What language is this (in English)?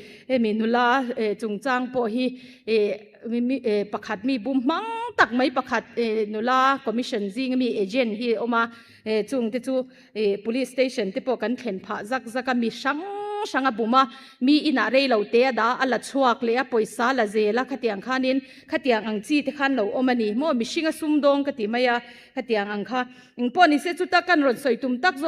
Mizo